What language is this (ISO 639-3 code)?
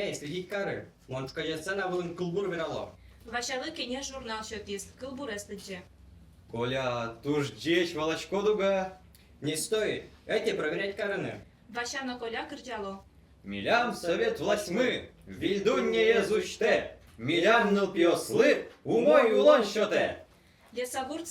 udm